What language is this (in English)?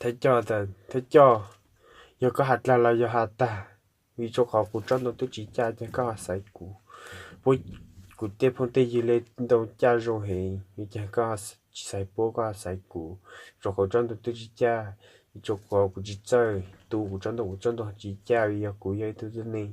Hmong